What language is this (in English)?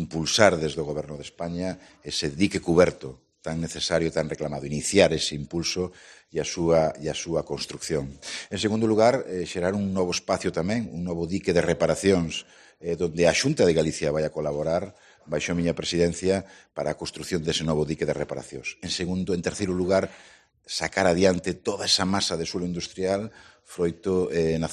Galician